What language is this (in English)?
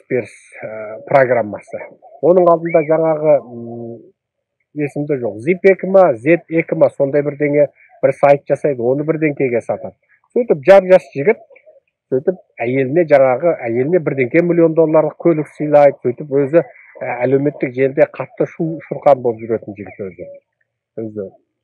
Kazakh